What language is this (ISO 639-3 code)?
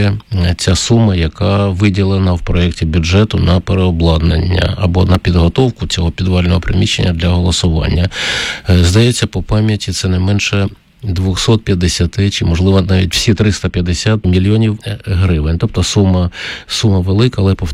ukr